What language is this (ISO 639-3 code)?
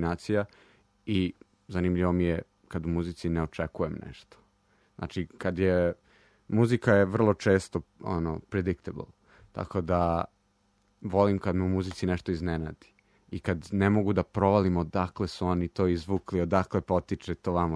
srp